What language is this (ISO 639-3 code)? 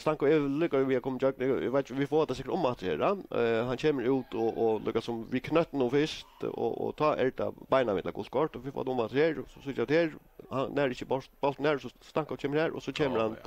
fao